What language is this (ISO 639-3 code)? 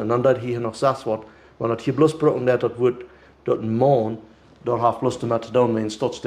pdt